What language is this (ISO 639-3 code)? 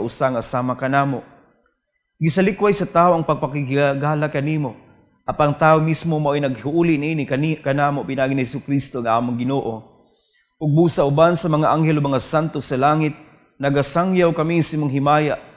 ceb